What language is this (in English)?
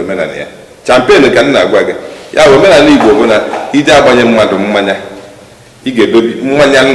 Igbo